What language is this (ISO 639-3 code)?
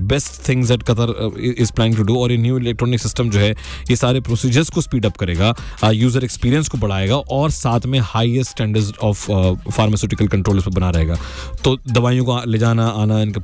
hin